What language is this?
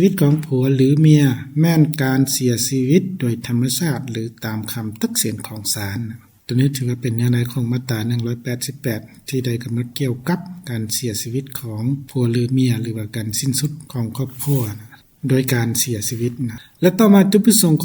Lao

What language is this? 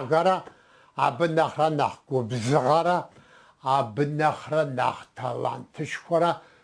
Kabardian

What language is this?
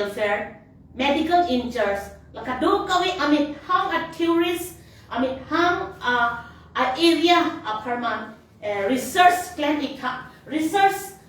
Karbi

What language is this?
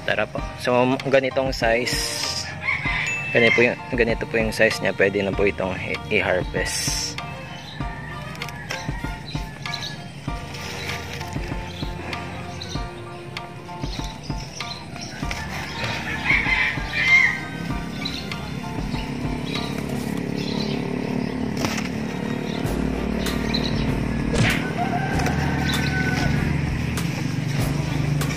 Filipino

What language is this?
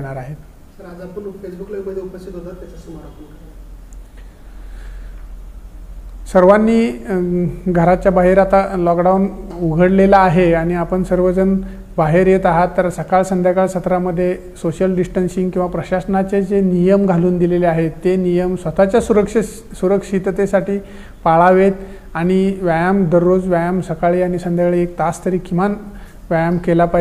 Marathi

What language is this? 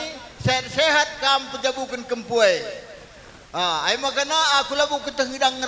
Batak Karo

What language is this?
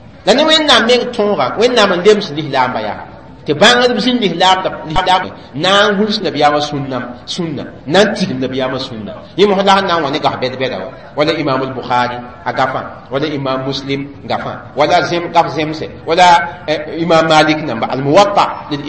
Mossi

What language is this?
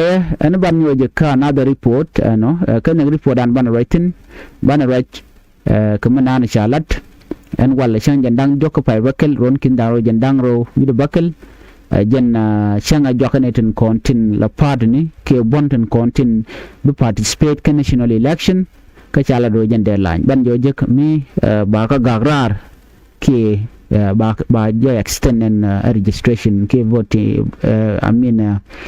Nuer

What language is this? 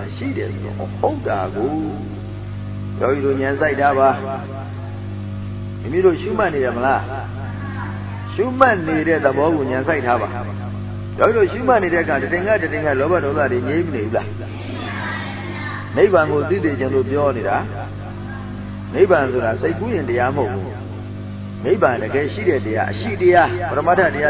Burmese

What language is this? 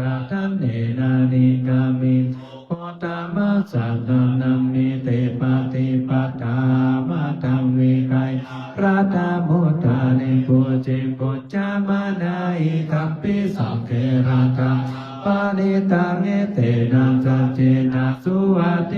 Pali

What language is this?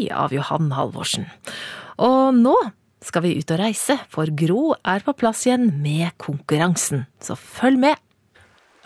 Norwegian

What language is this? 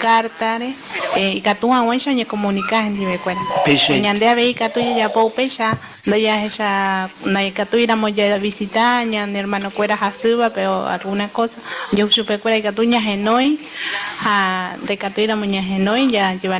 Guarani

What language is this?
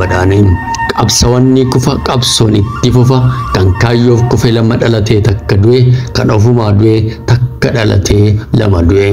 Oromo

